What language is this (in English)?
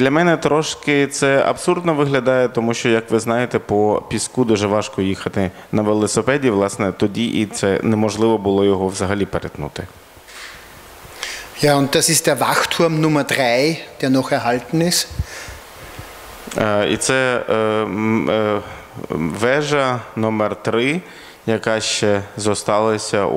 Ukrainian